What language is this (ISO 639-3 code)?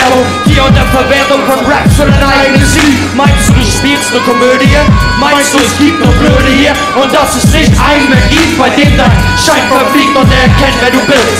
deu